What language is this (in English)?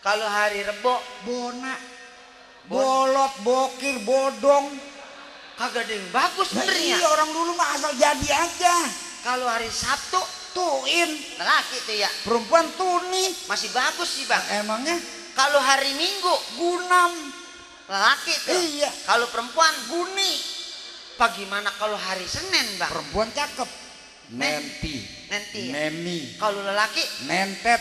Betawi